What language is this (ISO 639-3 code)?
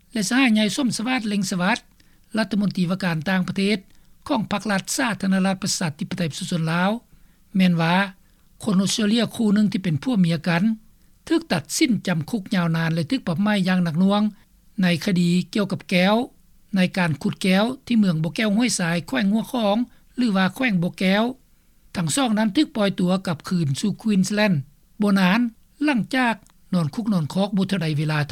lao